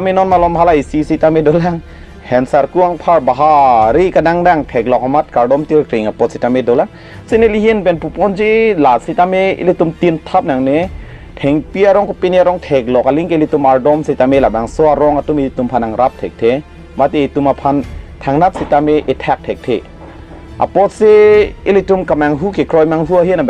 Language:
Karbi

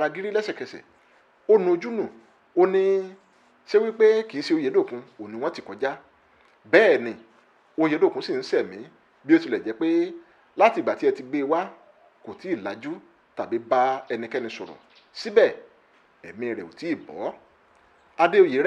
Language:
Yoruba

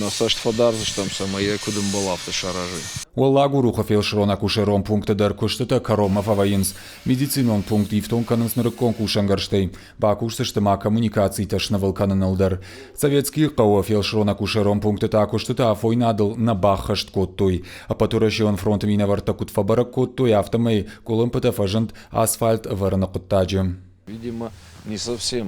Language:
Ossetic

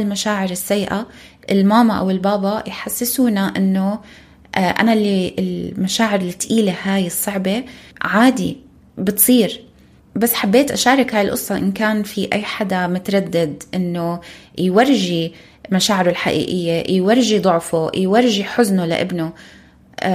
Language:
North Levantine Arabic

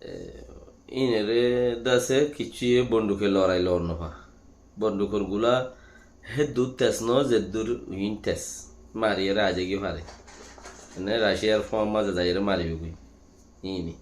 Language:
Rohingya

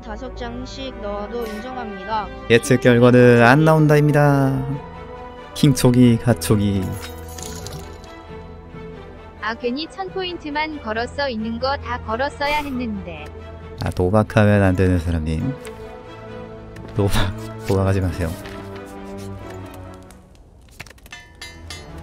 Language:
Korean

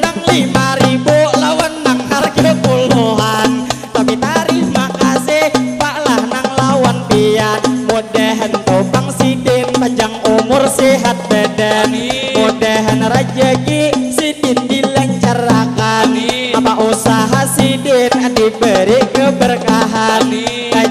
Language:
Banjar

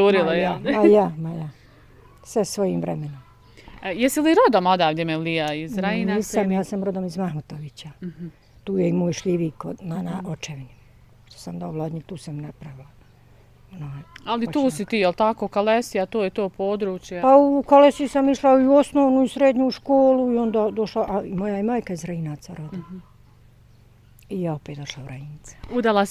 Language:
Bosnian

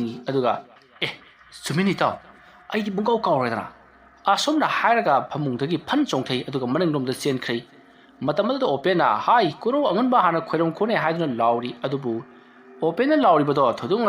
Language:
Manipuri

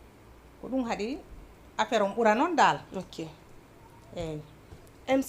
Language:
Fula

